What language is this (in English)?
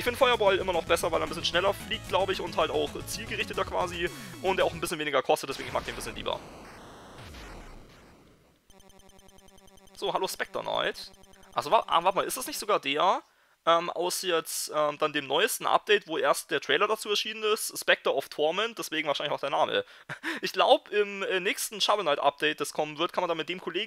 German